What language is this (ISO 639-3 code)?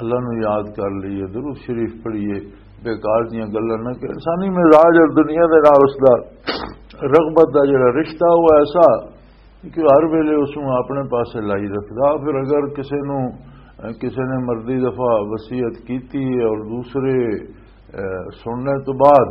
lah